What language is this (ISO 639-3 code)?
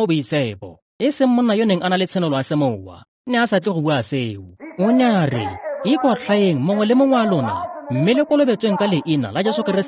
tsn